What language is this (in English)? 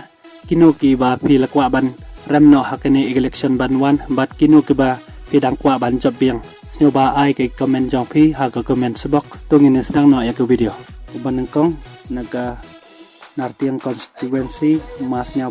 Khasi